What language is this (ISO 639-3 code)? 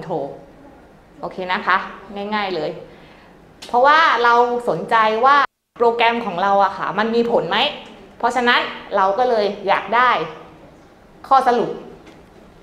tha